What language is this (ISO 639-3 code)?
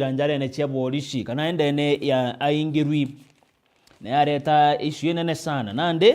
mer